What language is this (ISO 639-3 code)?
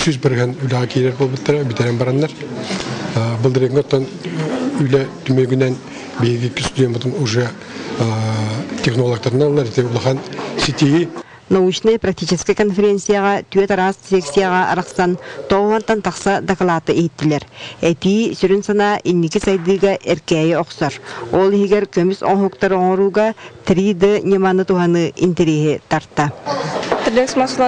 sah